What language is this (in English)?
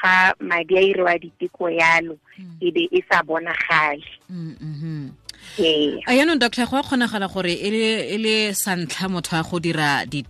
Tswana